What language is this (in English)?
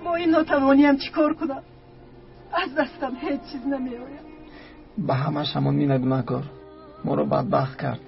Tajik